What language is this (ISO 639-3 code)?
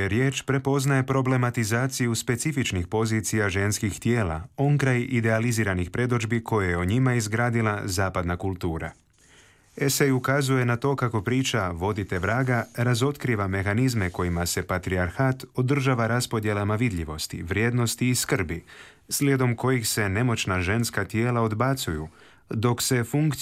hrv